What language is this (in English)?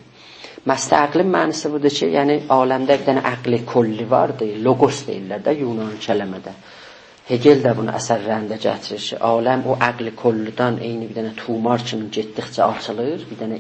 South Azerbaijani